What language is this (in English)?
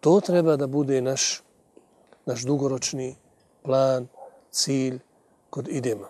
Bosnian